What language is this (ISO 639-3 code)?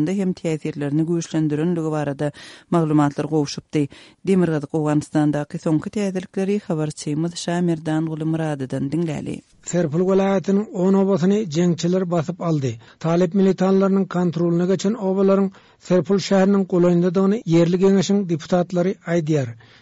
tuk